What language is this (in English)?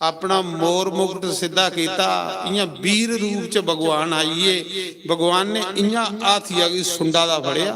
Dogri